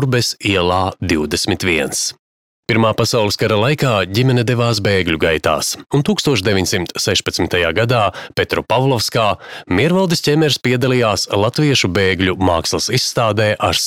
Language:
Latvian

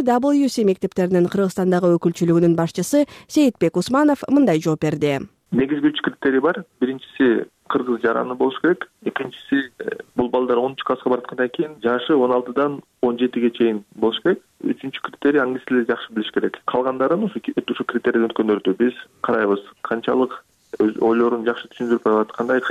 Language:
Kyrgyz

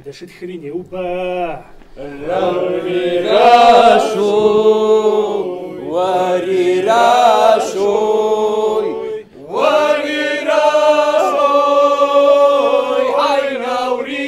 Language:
Kabardian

